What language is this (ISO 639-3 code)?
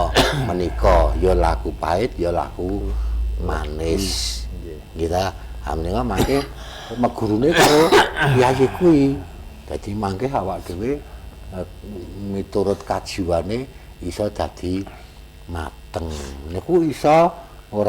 jav